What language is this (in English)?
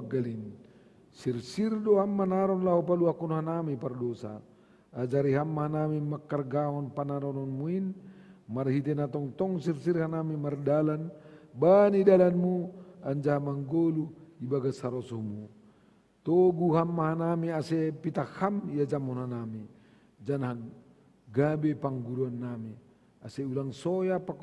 Batak Simalungun